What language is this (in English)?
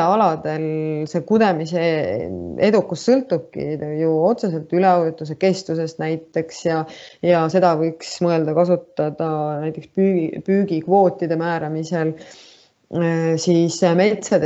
Estonian